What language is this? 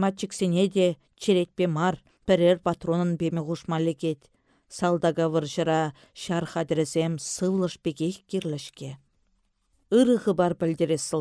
Chuvash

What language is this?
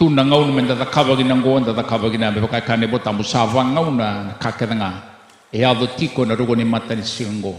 Fijian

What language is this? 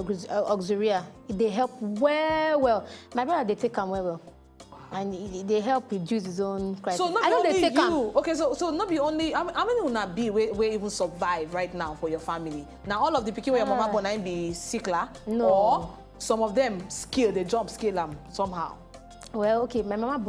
Nigerian Pidgin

